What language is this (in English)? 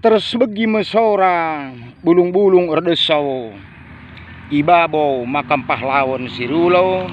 Batak Karo